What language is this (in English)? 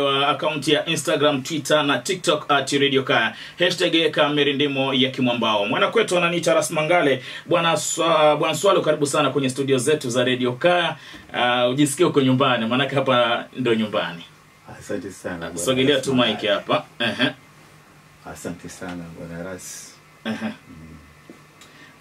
Swahili